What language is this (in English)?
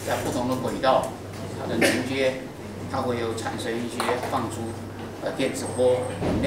Chinese